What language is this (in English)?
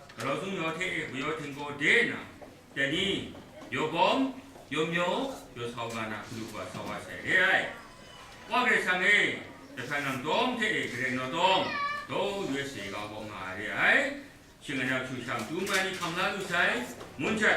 Kachin